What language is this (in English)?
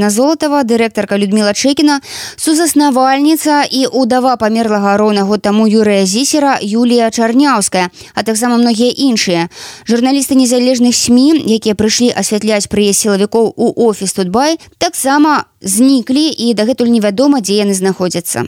Belarusian